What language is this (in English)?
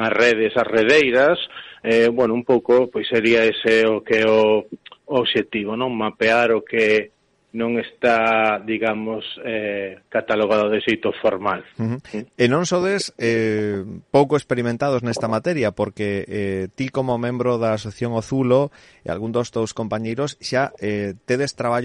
Galician